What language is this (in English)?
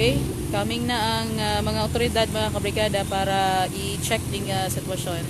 Hiligaynon